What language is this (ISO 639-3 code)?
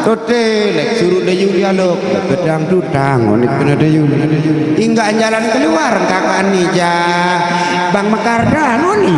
sas